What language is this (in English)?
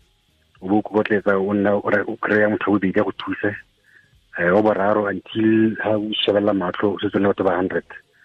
Tswana